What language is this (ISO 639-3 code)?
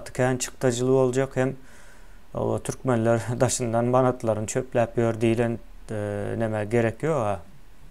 tuk